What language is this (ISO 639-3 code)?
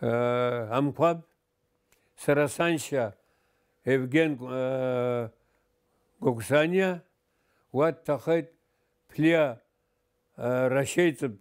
abk